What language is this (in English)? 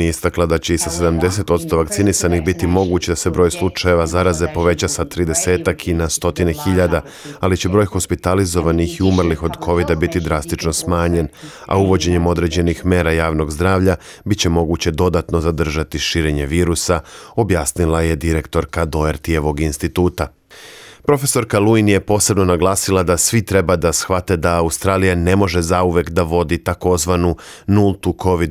Serbian